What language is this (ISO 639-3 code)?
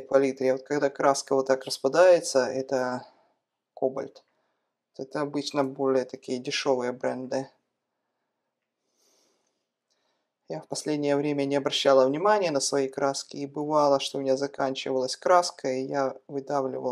rus